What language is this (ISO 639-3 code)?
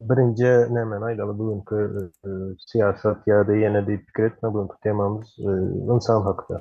tuk